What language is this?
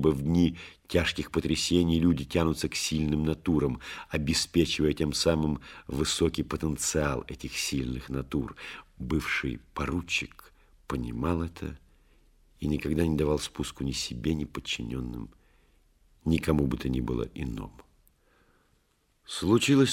Russian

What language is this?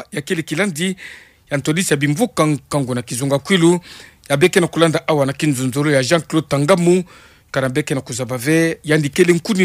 Kituba (Democratic Republic of Congo)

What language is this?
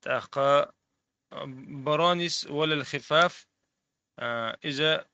Chechen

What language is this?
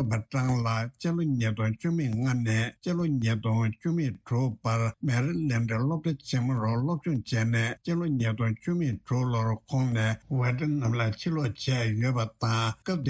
Tibetan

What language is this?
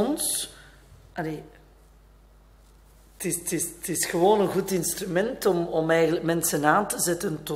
Dutch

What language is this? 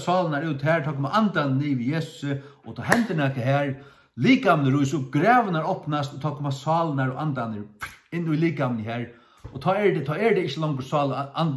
Faroese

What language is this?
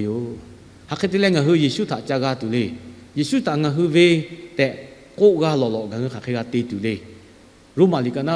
Lahu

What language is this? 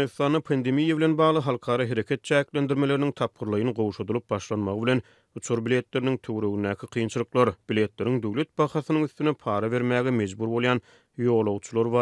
Turkmen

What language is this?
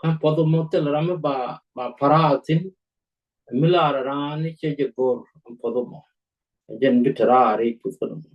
Nuer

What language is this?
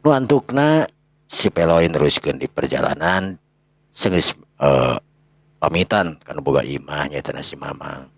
Sundanese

